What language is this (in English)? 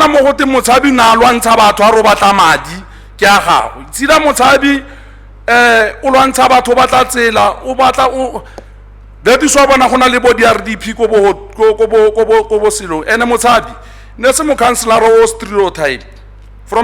Tswana